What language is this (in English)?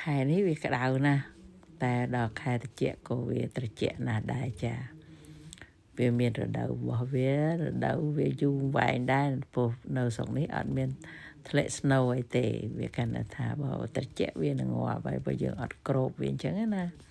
Khmer